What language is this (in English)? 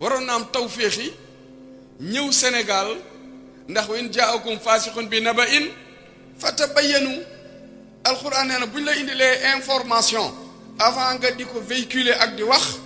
Wolof